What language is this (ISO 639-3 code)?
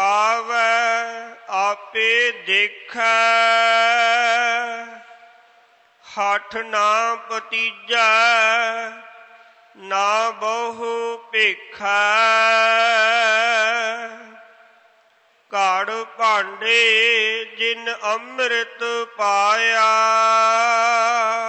pan